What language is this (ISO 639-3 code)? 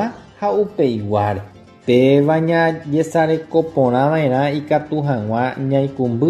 grn